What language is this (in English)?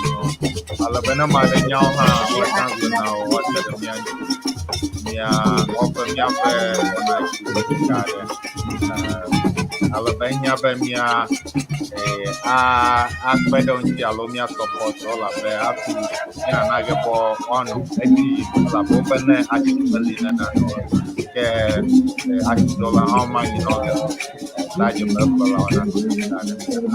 Ewe